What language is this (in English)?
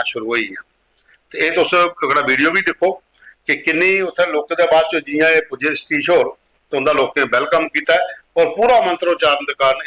Dogri